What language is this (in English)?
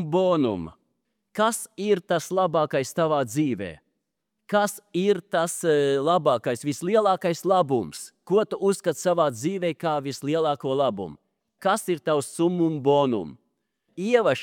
Latvian